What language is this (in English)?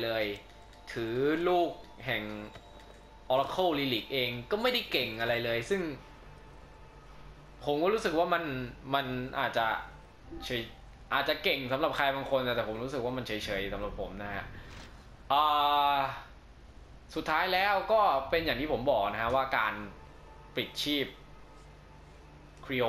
Thai